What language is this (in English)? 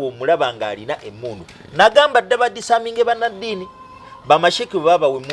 Ganda